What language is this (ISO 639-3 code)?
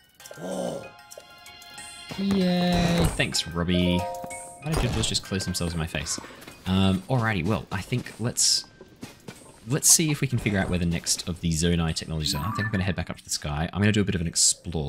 eng